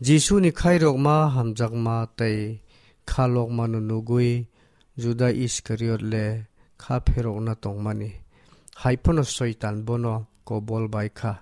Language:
Kok Borok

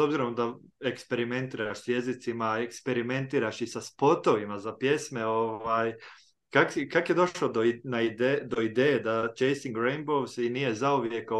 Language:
Croatian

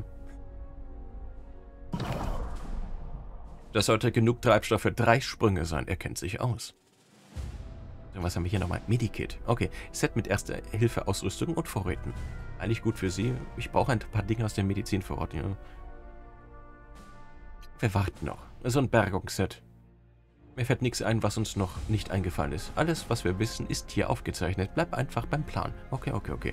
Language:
German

